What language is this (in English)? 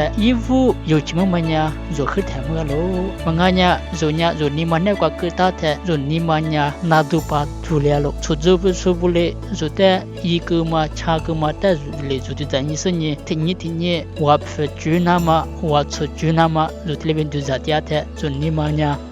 Lisu